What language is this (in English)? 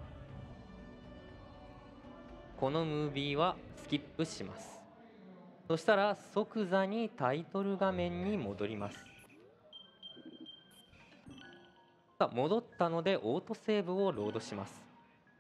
Japanese